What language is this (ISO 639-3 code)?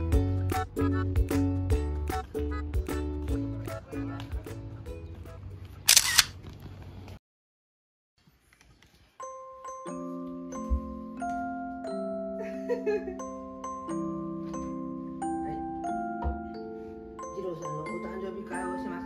jpn